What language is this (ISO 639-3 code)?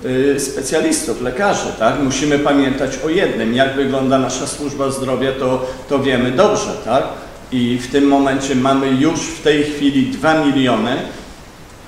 pol